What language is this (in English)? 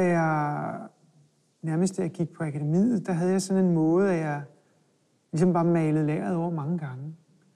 Danish